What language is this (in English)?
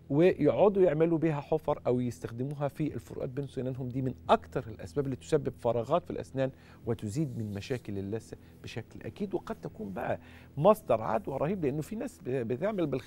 Egyptian Arabic